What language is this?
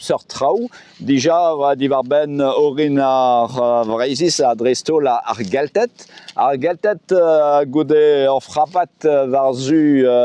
Breton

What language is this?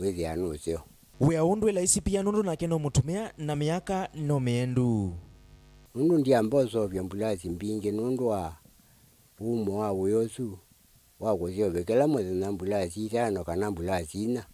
Kamba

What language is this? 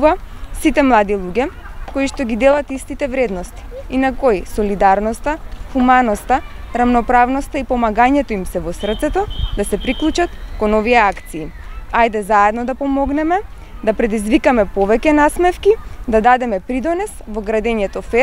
Macedonian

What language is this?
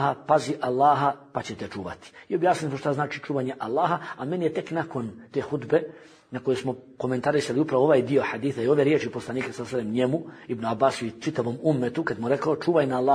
Bosnian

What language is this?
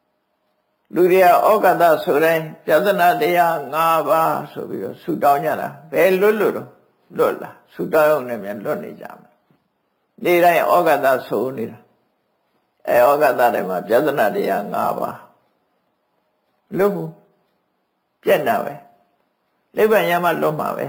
Burmese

